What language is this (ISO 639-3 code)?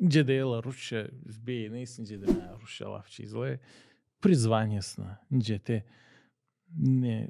gag